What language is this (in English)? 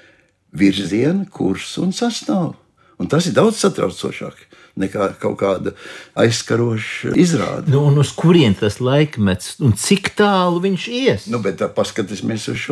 Latvian